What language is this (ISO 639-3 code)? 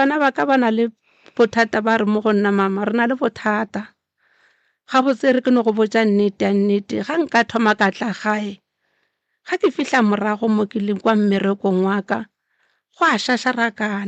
nso